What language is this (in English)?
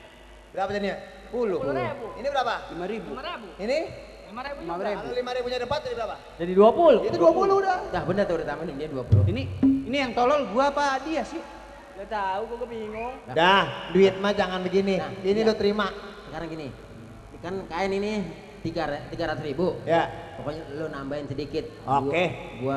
Betawi